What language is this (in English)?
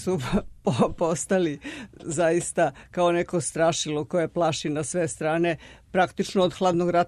Serbian